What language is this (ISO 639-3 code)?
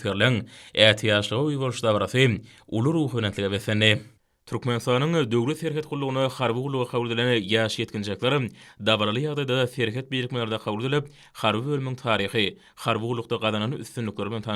tuk